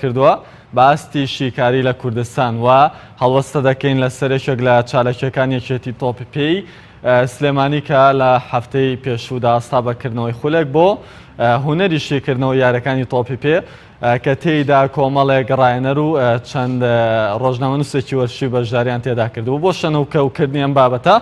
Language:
Central Kurdish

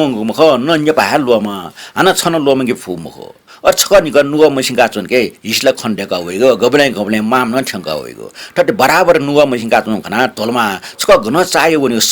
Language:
Newari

